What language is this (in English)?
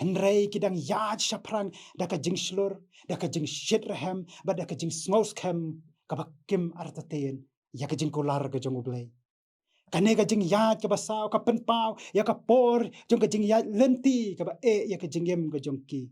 Khasi